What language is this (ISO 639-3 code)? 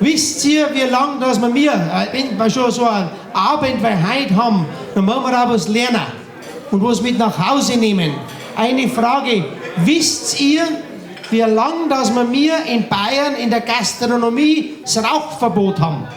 bar